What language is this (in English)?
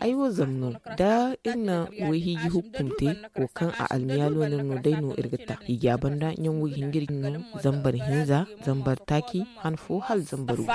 Zarma